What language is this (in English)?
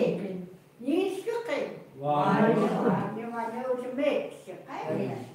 Chukot